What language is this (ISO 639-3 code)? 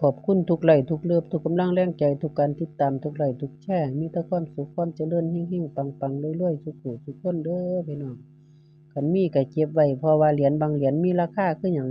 lao